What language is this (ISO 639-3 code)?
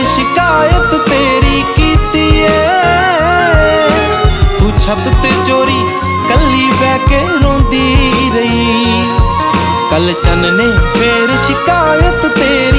pan